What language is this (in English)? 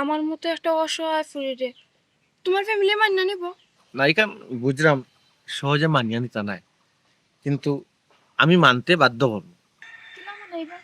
Sylheti